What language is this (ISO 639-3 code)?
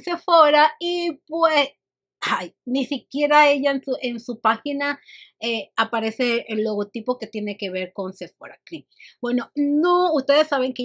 spa